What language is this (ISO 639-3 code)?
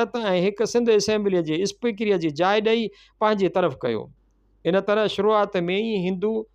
snd